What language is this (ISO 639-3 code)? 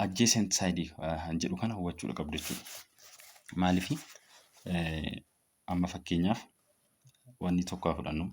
orm